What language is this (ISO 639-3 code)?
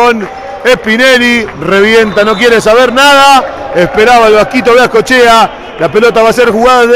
spa